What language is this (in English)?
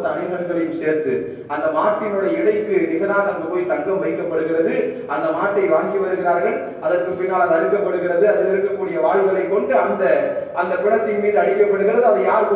Tamil